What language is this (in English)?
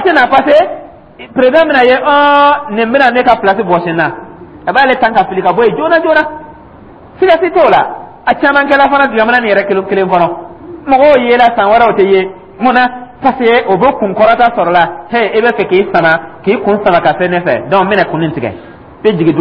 Dyula